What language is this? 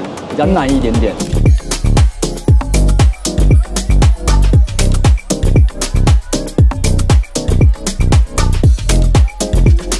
Chinese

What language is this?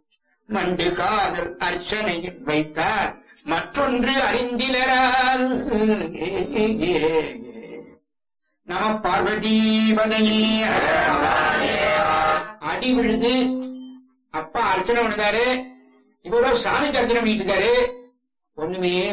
Tamil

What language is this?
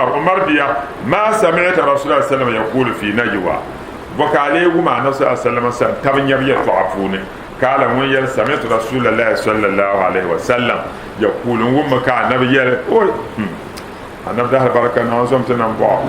Dagbani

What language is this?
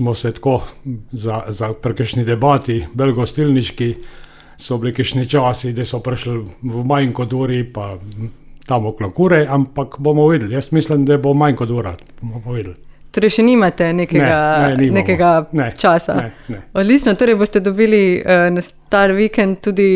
Slovenian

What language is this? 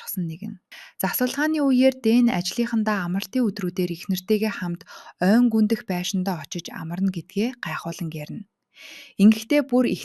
Mongolian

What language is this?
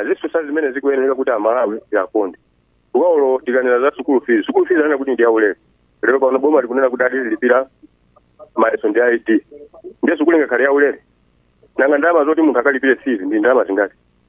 Nyanja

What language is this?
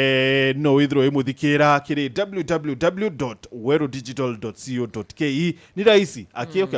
Meru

